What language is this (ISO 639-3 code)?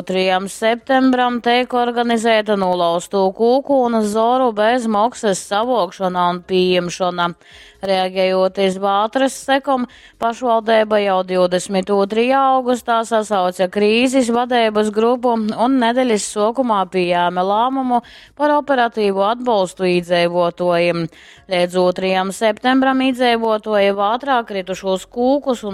ltg